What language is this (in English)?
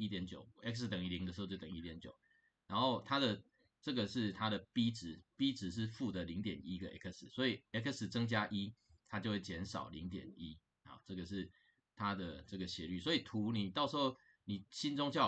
Chinese